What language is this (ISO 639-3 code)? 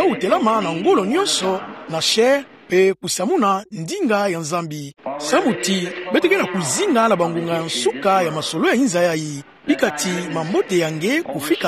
ktu